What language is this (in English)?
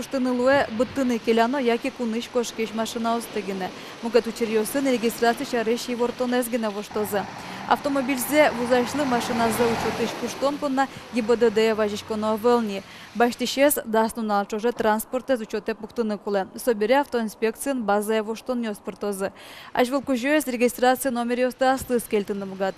Udmurt